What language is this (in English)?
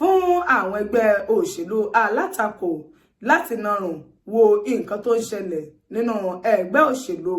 Yoruba